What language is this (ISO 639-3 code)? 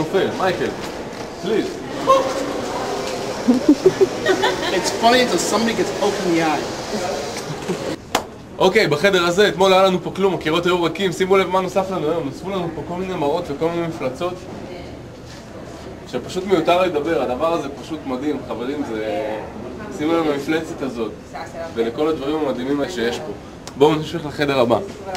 heb